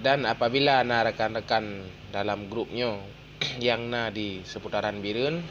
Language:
Achinese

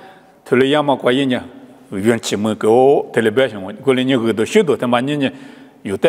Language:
Lisu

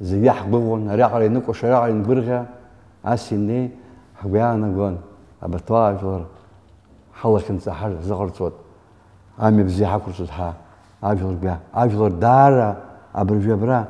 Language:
Abkhazian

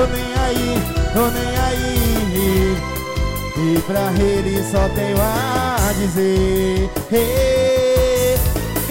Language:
Portuguese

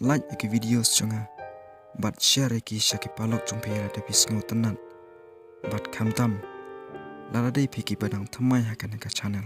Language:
Khasi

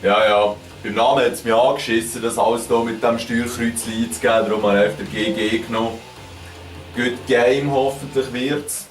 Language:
Swiss German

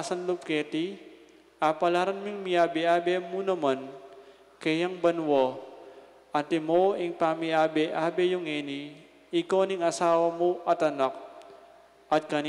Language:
Pampanga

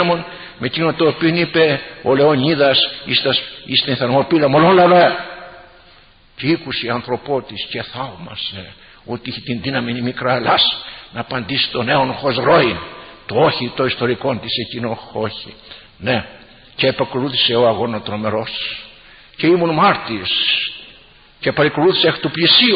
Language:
Greek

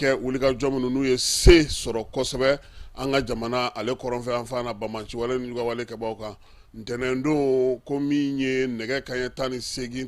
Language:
Bambara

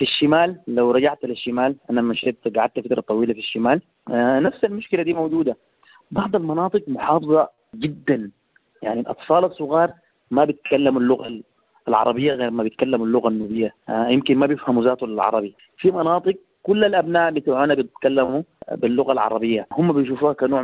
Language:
Sudanese Arabic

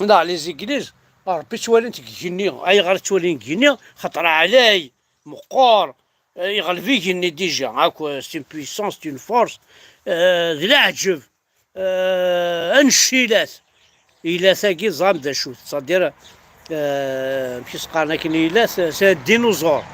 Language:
Kabyle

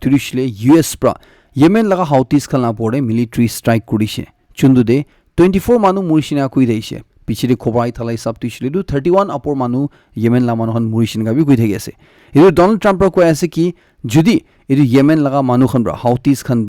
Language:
Naga Pidgin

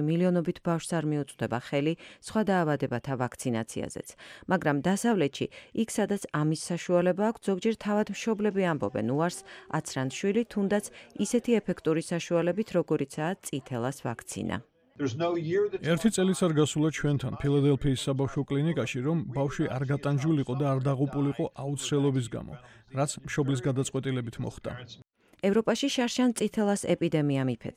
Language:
Georgian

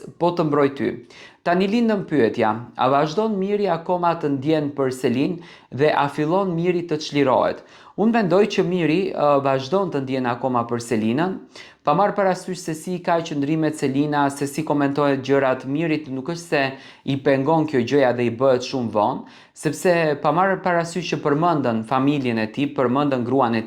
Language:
Albanian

